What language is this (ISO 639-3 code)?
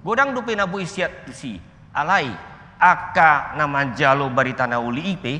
bbc